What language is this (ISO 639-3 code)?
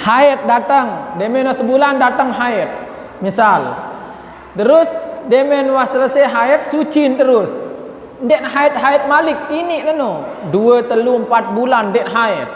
sas